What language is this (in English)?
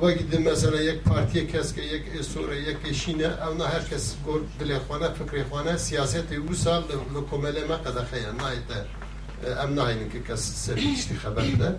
Kurdish